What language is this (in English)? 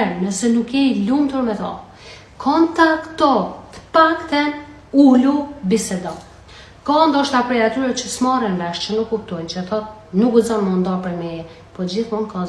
Albanian